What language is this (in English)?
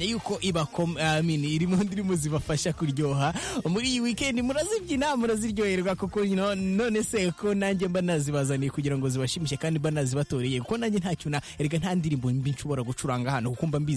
Kinyarwanda